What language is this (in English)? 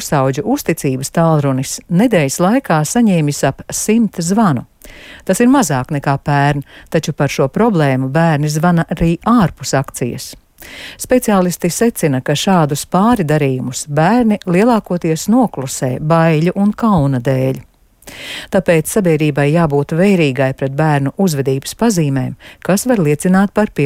Latvian